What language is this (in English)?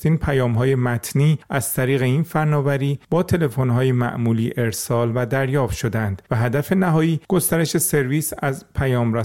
Persian